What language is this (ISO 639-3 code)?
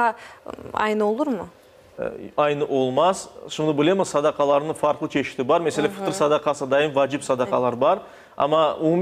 crh